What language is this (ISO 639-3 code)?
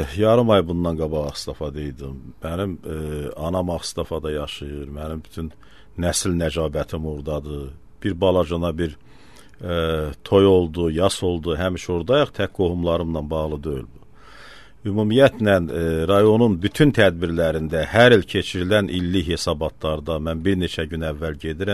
aze